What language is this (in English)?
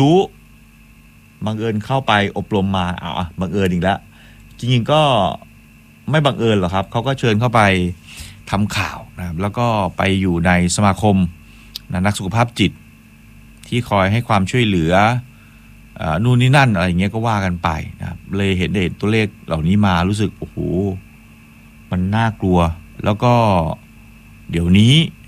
Thai